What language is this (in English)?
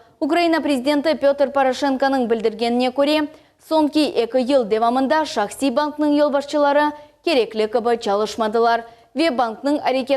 Crimean Tatar